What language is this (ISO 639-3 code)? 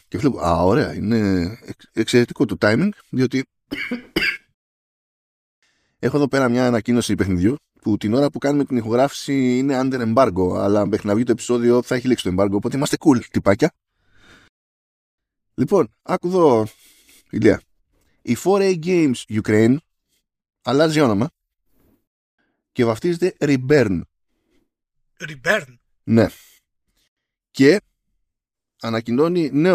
ell